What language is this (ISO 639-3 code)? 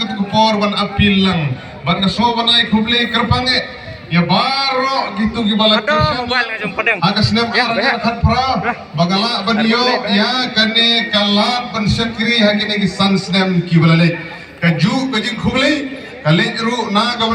kha